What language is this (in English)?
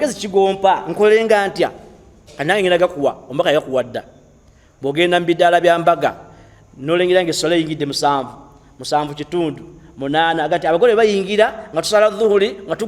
Ganda